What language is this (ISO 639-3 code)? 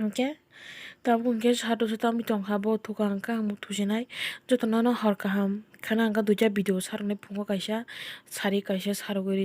trp